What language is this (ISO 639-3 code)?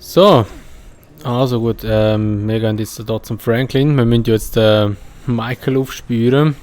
gsw